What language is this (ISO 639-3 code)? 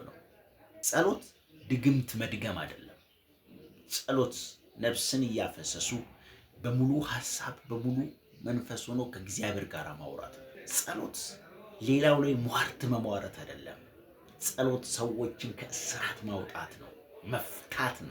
amh